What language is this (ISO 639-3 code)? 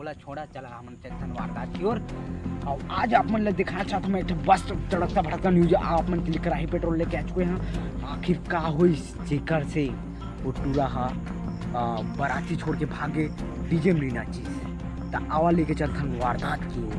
hne